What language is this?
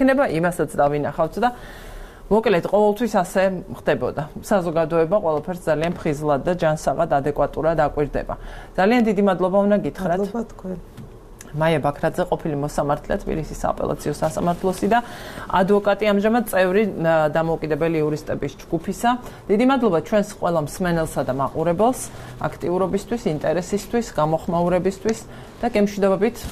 Georgian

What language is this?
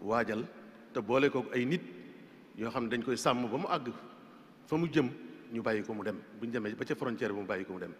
Wolof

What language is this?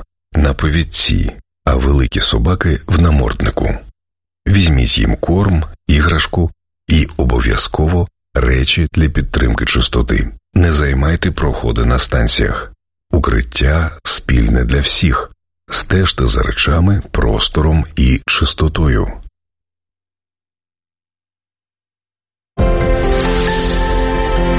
Ukrainian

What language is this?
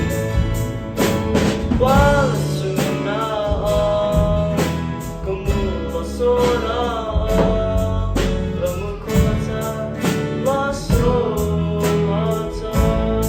S'gaw Karen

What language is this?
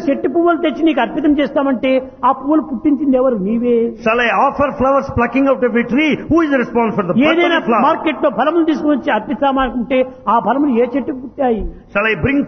Telugu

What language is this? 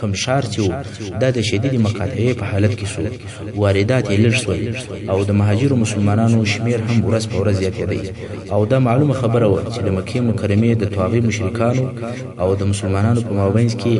Pashto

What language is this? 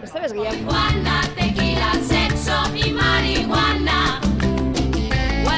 Basque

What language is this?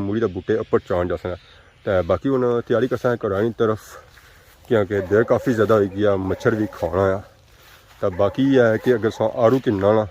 Pahari-Potwari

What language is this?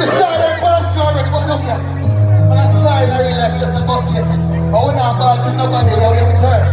Jamaican Creole English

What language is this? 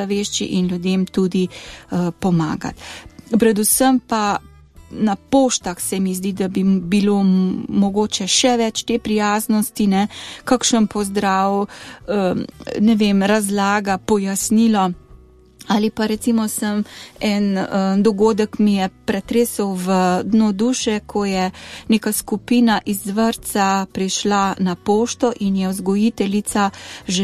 Slovenian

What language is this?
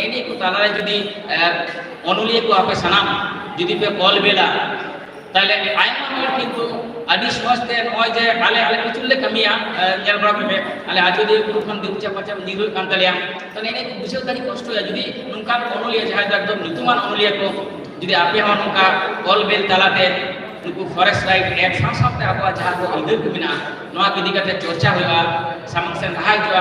Santali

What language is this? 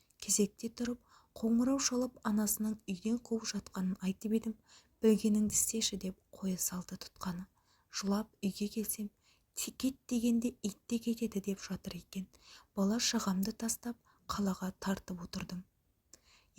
Kazakh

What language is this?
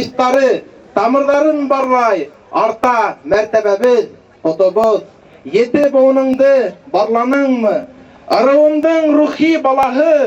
Bashkir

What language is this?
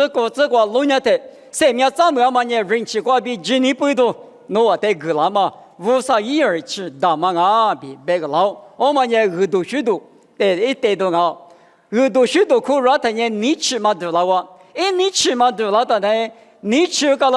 Lisu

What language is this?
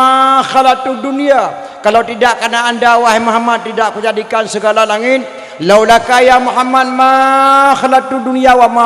Achinese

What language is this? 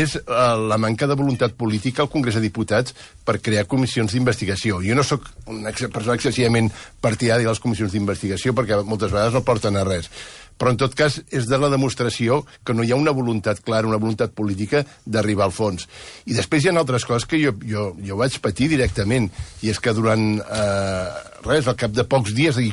Catalan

